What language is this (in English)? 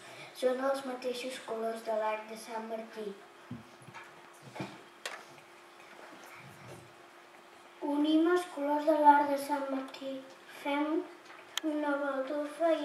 Catalan